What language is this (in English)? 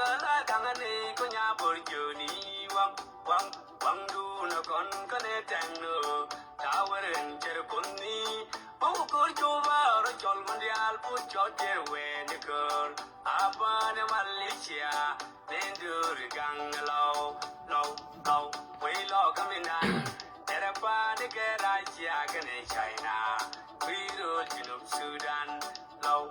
Nuer